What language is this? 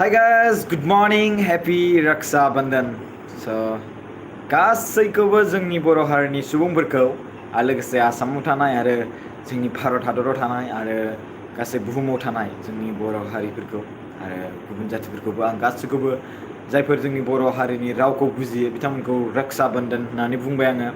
Bodo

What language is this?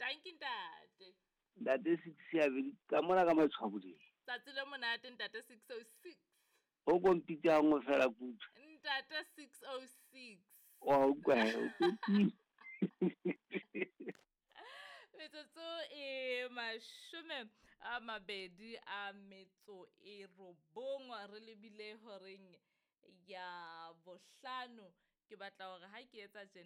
Southern Sotho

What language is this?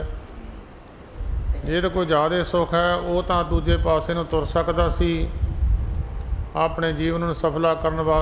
Punjabi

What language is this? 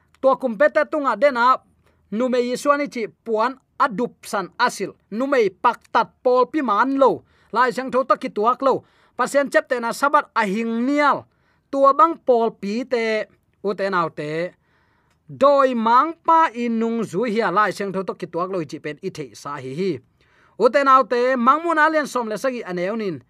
Tedim Chin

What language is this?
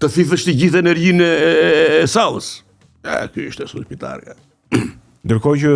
Albanian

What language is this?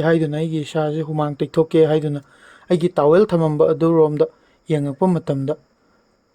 Manipuri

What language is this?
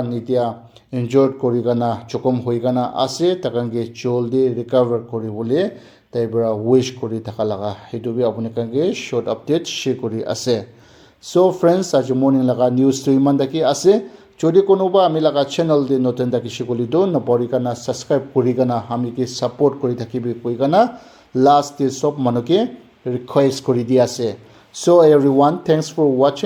Naga Pidgin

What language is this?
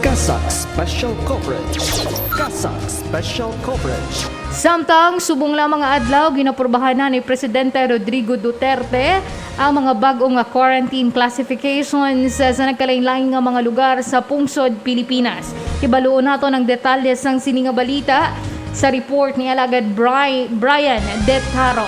Hiligaynon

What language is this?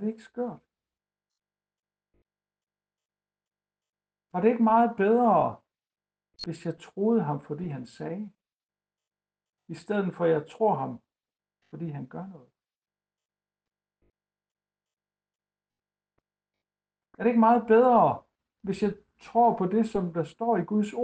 Danish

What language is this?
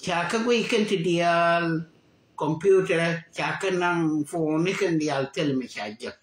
Nuer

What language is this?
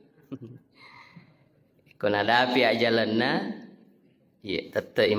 Buginese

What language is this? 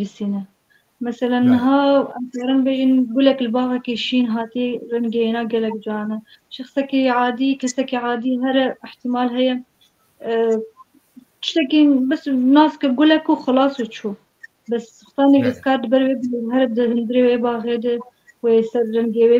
Kurdish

